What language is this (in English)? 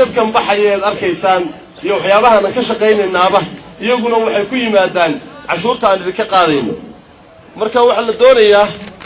Somali